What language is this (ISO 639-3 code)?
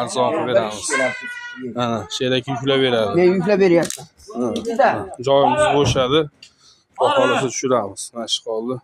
uzb